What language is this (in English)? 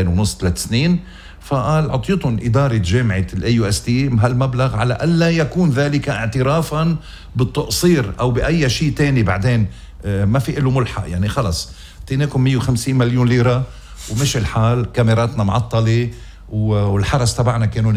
North Levantine Arabic